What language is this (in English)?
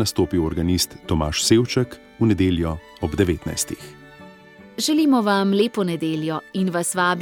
Slovenian